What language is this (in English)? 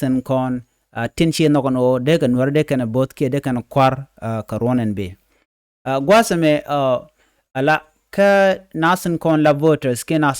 Nuer